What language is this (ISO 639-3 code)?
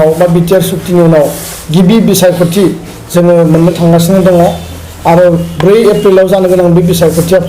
brx